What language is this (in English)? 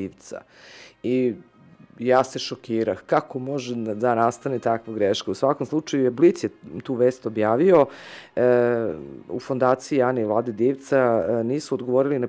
Serbian